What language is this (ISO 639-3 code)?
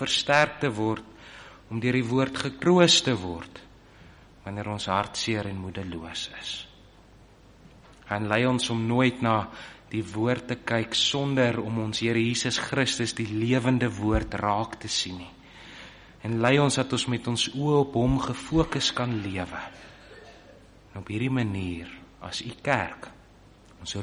afr